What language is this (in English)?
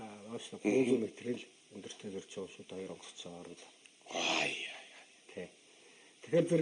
Mongolian